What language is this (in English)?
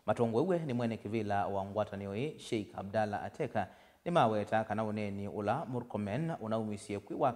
Kamba